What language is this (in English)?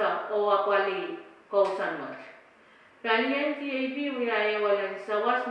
Pohnpeian